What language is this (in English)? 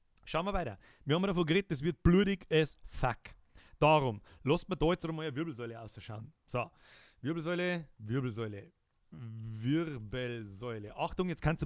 Bavarian